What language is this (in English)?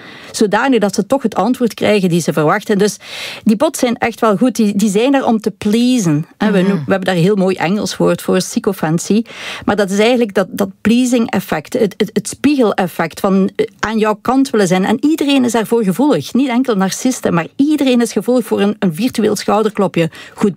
Dutch